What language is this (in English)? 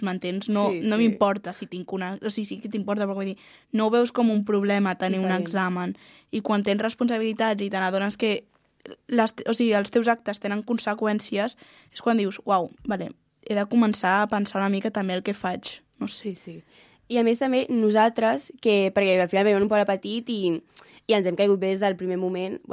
Catalan